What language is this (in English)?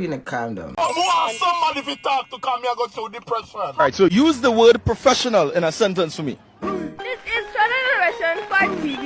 Jamaican Creole English